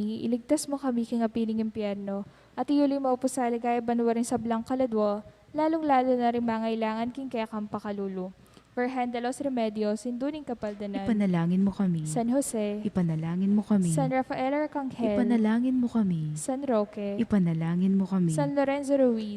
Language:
Pampanga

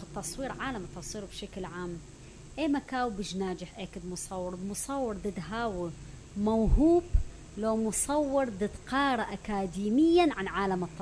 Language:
Mesopotamian Arabic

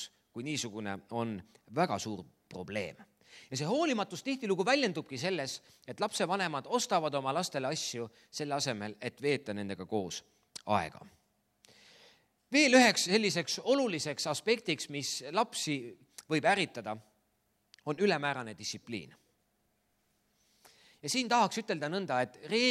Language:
Estonian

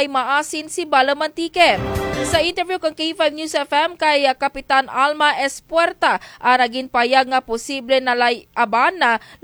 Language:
Kinaray-a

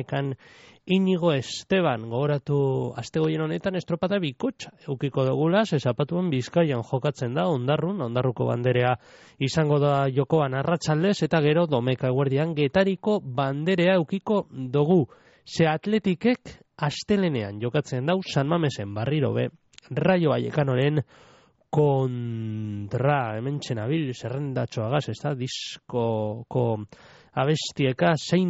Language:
Basque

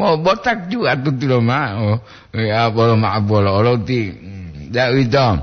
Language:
Gorontalo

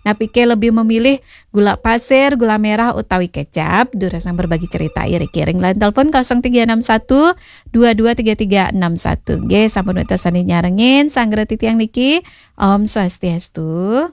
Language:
Balinese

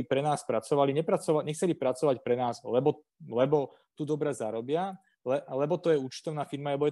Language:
Slovak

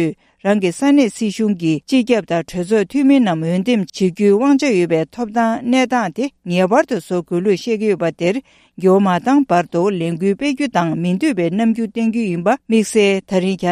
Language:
Tibetan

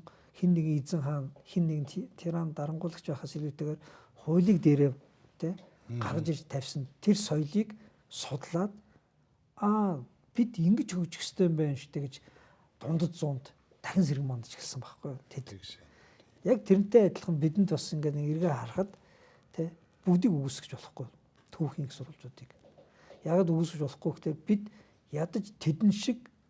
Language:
Mongolian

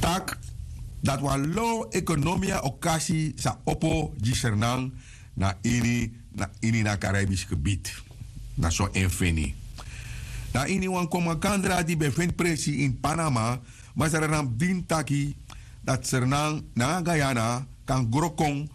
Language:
Sranan Tongo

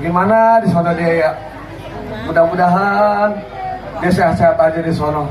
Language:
Betawi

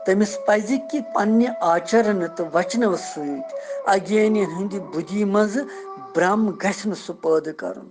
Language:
Kashmiri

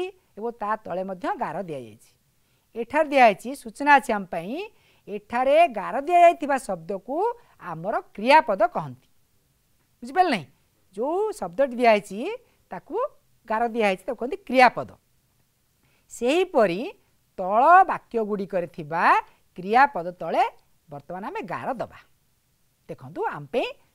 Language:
Odia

